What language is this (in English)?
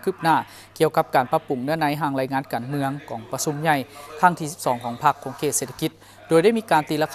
Lao